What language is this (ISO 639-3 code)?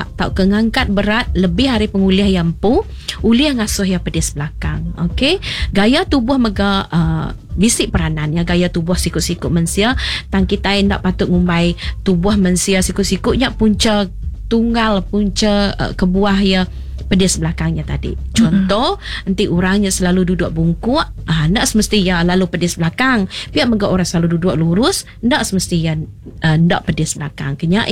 iba